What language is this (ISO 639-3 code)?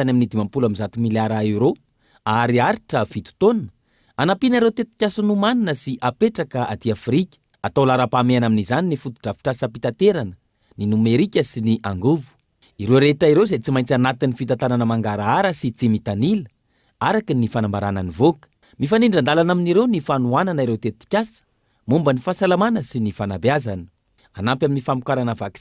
mlg